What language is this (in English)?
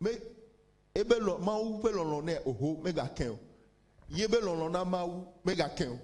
Ewe